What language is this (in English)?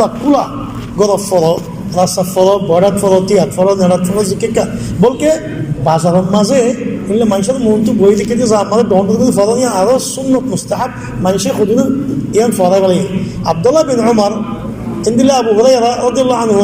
Rohingya